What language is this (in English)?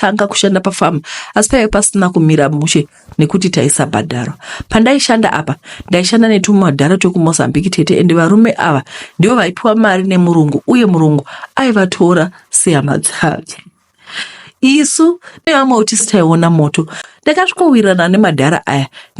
Shona